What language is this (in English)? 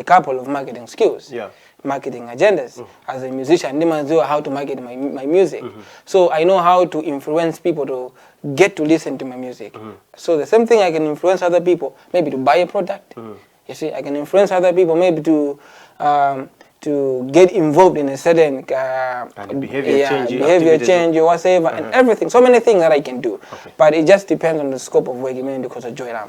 Nyanja